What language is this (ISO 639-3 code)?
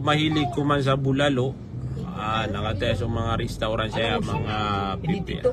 mrw